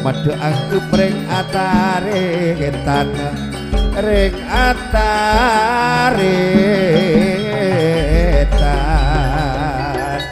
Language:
Madurese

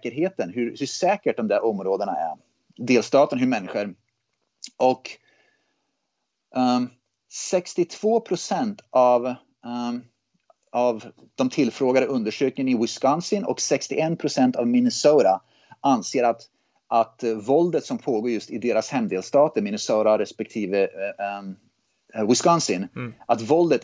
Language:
Swedish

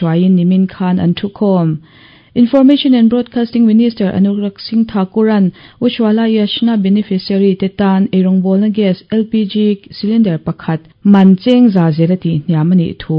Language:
Mizo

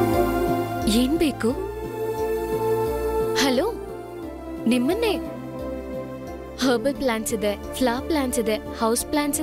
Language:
Kannada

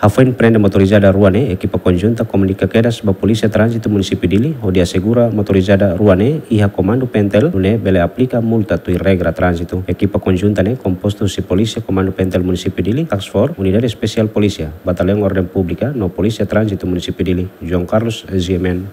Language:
Tetum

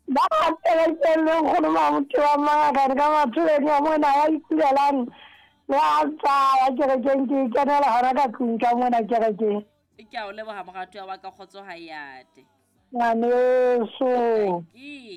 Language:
Southern Sotho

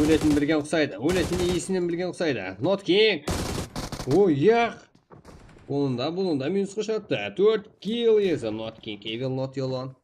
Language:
Kara-Kalpak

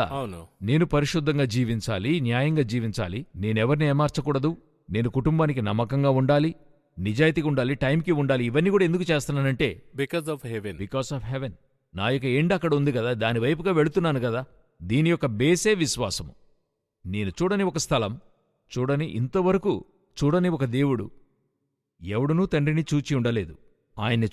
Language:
Telugu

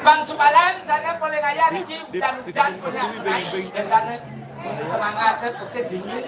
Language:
Balinese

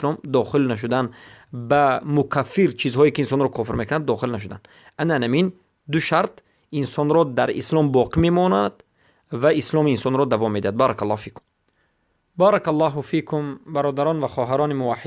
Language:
Persian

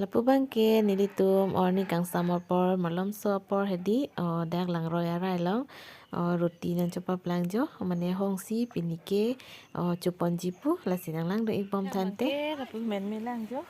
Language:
Karbi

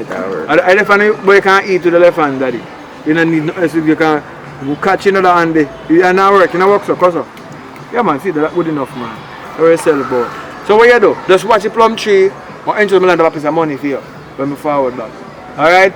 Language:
Jamaican Creole English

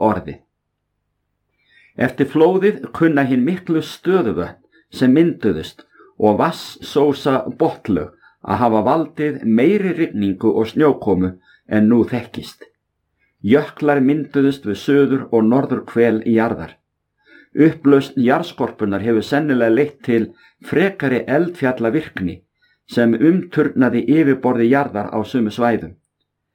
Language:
Icelandic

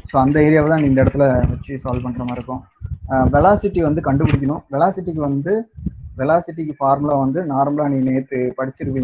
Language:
Tamil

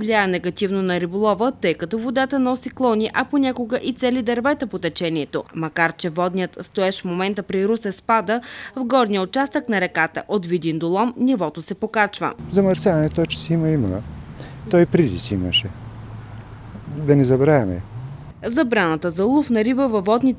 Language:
Bulgarian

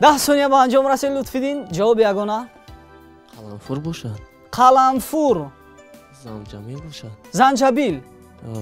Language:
Tajik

